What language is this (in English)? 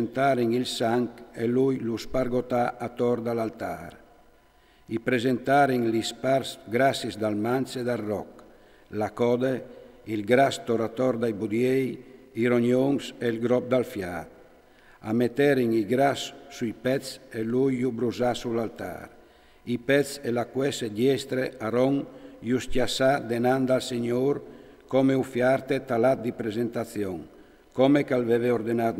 Friulian